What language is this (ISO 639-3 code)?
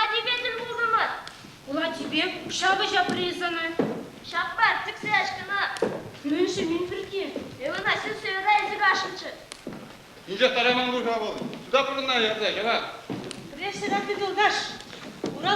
chv